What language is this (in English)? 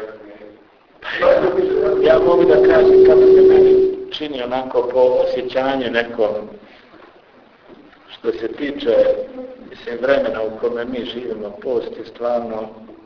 Bosnian